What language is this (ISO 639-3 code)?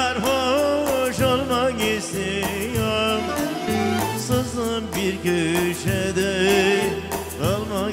tur